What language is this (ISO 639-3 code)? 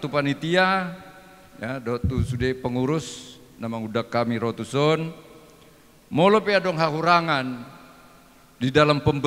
bbc